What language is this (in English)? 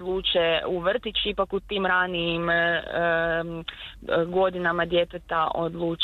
Serbian